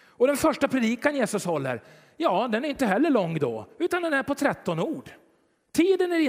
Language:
Swedish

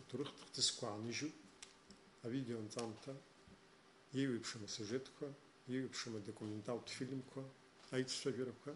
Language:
Abkhazian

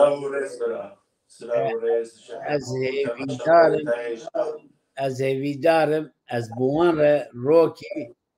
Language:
Kurdish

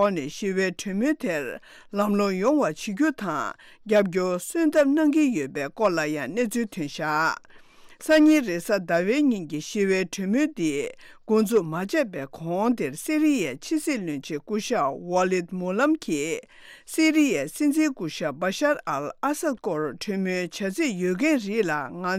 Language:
Tibetan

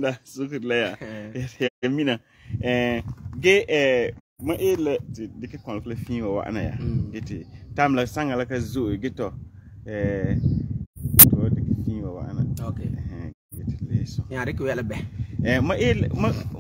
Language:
Frafra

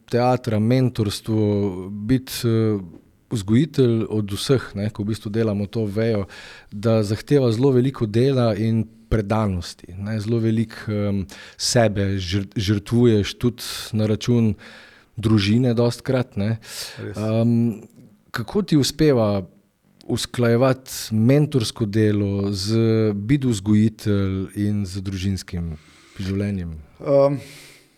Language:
Slovenian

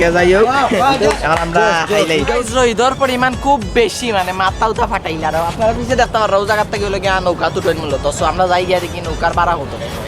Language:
Sylheti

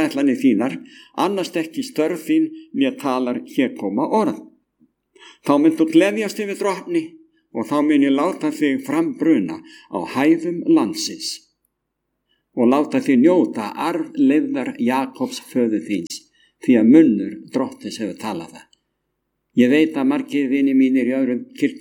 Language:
Icelandic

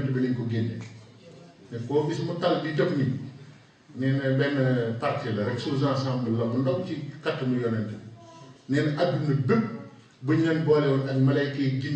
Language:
Wolof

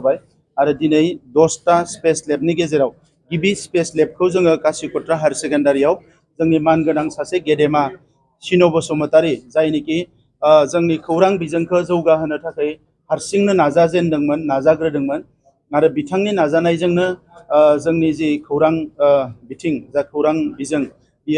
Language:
Bodo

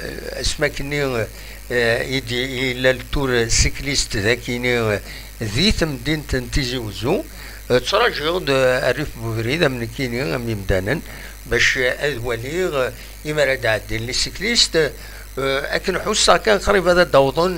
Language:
Kabyle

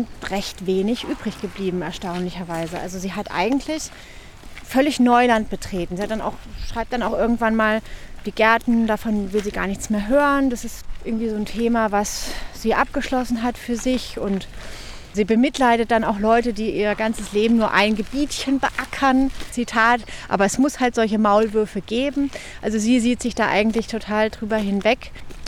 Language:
German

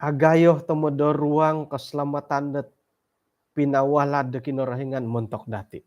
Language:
Central Dusun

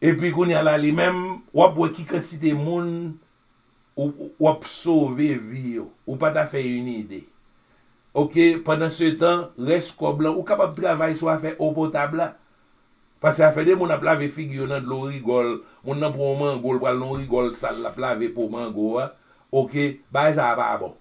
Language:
Haitian Creole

